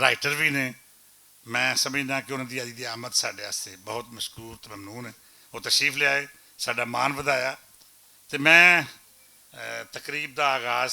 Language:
Western Panjabi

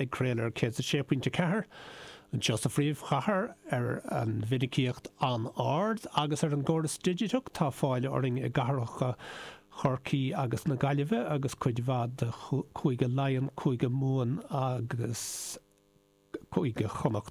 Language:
Irish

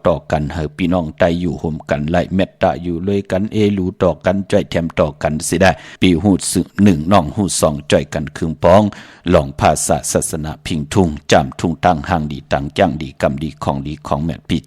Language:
Shan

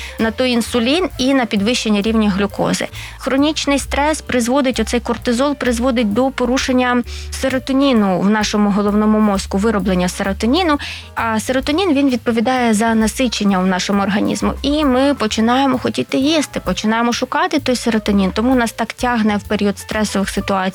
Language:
Ukrainian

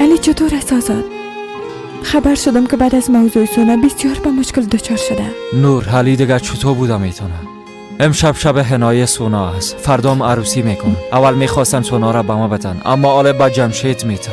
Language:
Persian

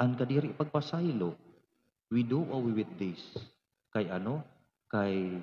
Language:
Waray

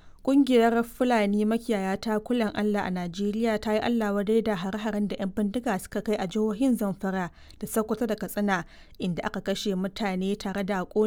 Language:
Hausa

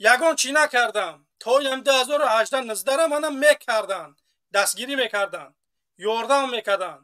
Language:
Tajik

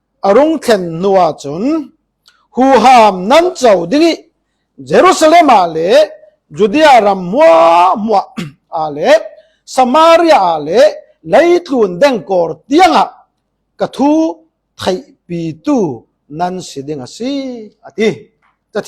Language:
Falam Chin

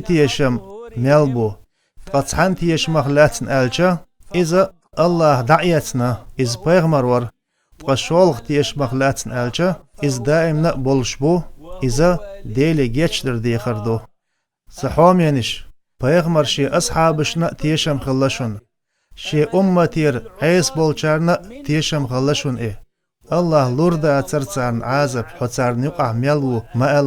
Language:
Chechen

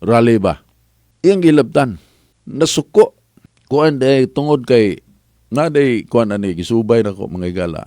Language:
Cebuano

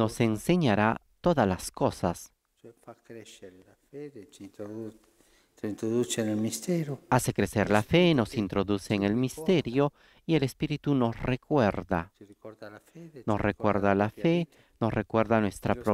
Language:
Spanish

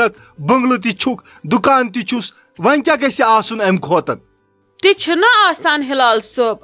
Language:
Kashmiri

